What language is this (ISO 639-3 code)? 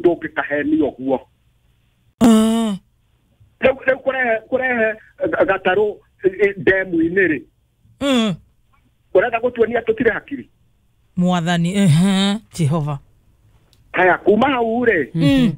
kik